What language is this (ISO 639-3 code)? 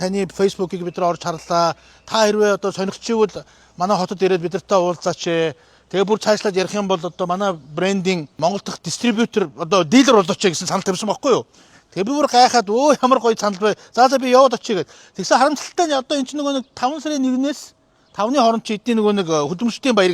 mon